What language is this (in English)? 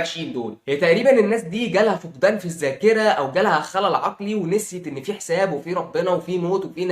Egyptian Arabic